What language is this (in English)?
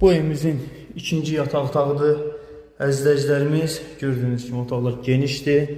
Azerbaijani